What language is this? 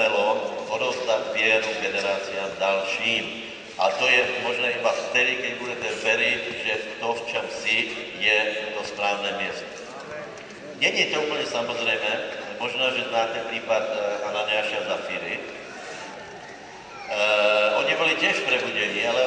Slovak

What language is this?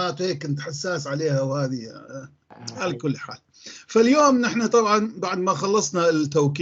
North Levantine Arabic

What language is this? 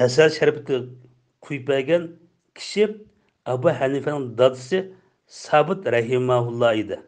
Uyghur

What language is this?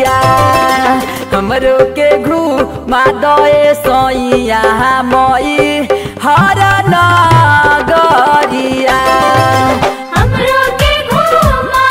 Bhojpuri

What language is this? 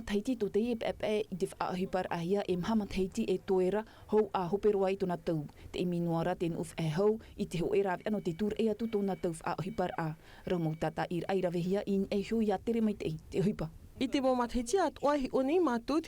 Tahitian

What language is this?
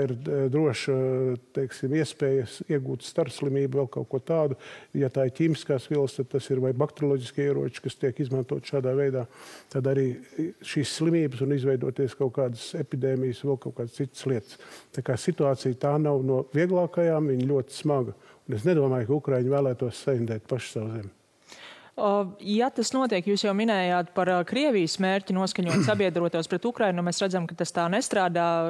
Latvian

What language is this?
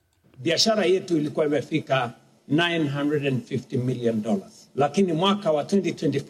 Swahili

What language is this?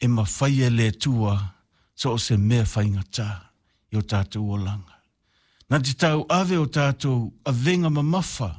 Samoan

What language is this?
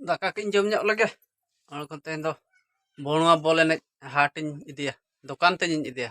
Santali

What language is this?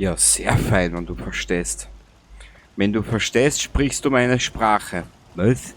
Bavarian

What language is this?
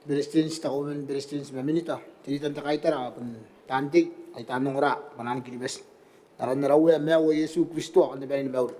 Gilbertese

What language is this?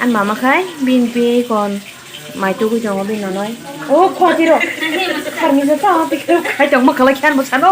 Kok Borok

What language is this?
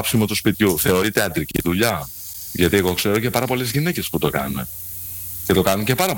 Greek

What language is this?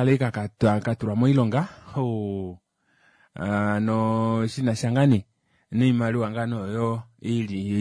Kuanyama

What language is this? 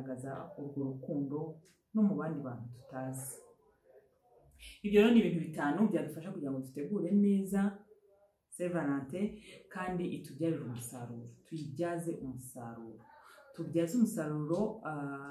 Kinyarwanda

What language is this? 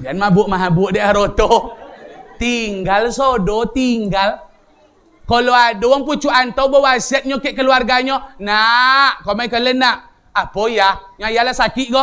Minangkabau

